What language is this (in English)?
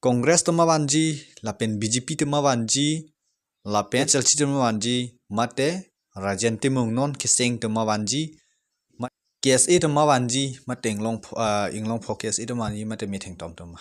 Karbi